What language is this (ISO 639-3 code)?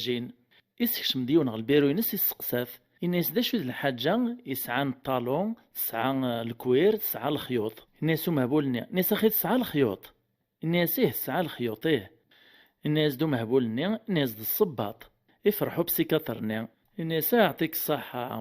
kab